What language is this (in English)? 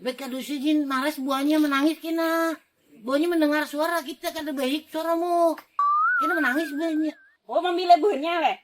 Banjar